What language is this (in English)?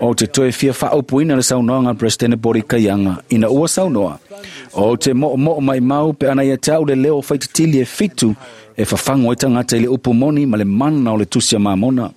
Samoan